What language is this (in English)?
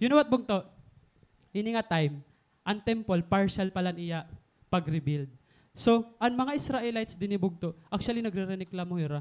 Waray